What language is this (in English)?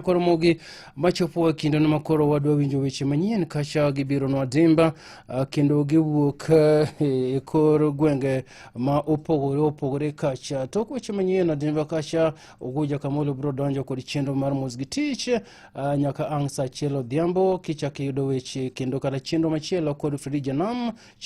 Luo (Kenya and Tanzania)